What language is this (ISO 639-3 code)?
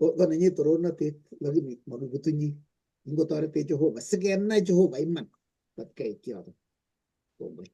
kln